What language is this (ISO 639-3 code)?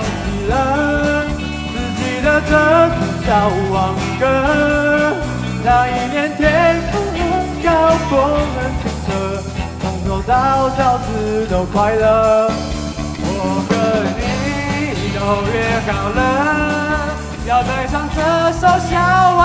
zho